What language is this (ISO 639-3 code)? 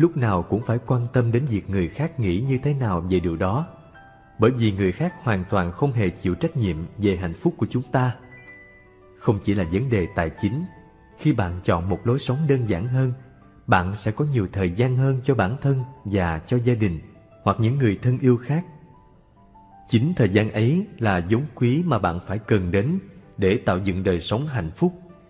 vie